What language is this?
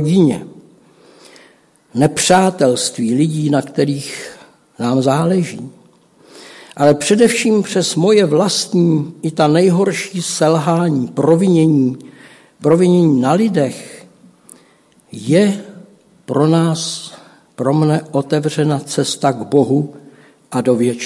Czech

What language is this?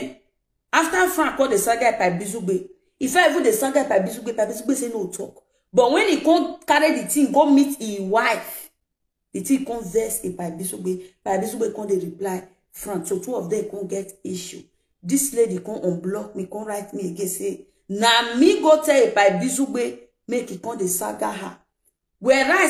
Nigerian Pidgin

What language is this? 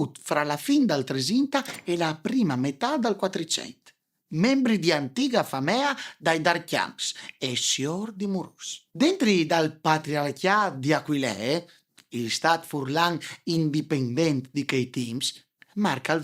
Friulian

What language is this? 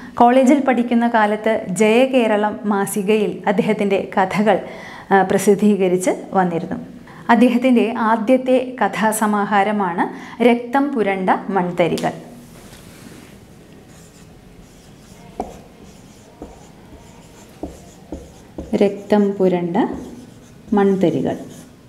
Malayalam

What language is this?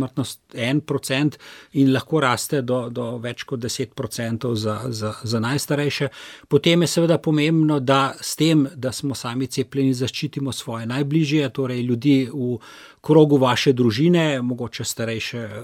Slovenian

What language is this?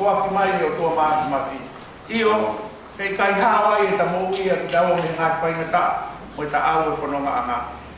Tongan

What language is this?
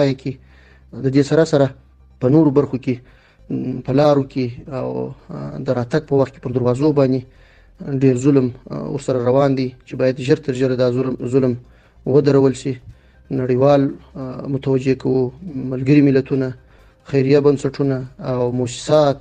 Pashto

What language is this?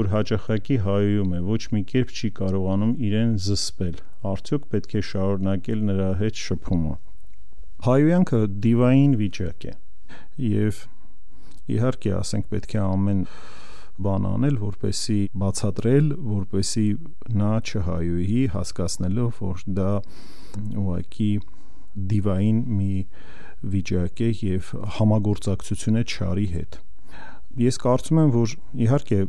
Armenian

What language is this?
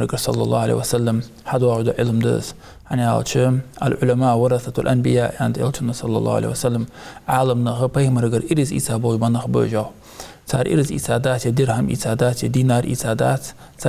Ingush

